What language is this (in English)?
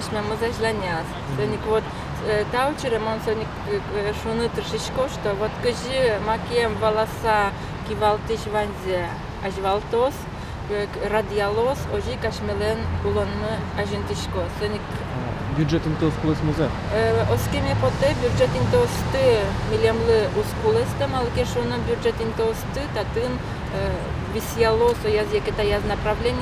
Udmurt